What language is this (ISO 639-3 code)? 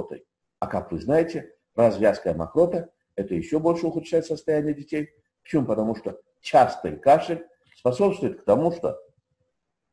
rus